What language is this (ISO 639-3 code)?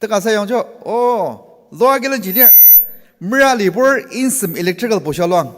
njo